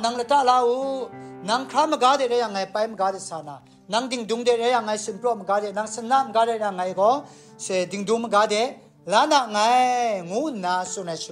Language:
Kachin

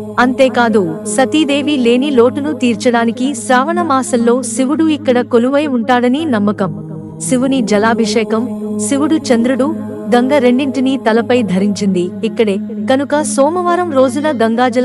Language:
Telugu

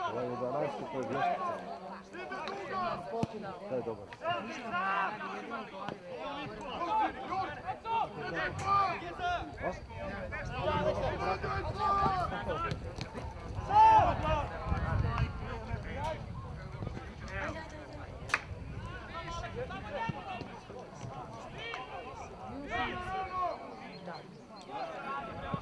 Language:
Serbian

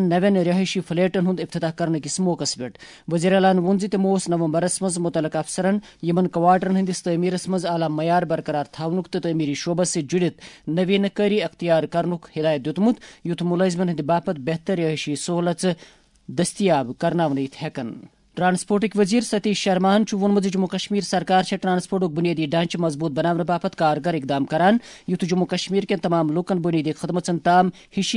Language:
Kashmiri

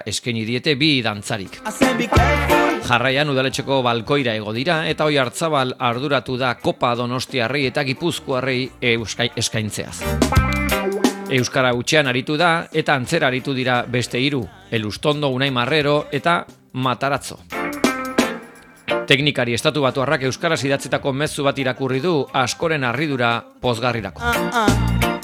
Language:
Basque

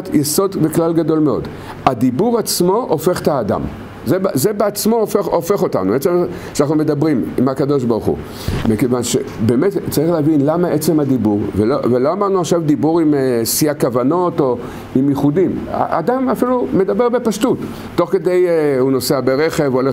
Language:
Hebrew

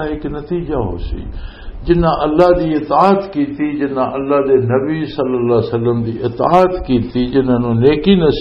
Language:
Western Panjabi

